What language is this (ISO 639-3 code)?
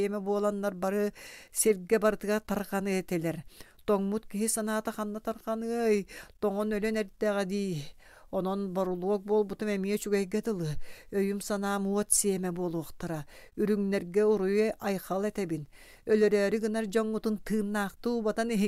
sah